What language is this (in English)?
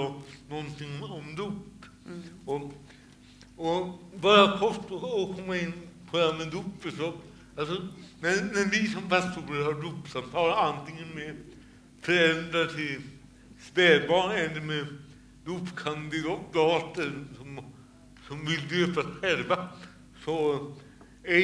Swedish